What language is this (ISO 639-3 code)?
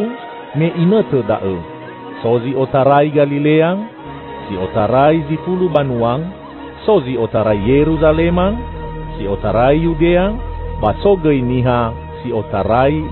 nia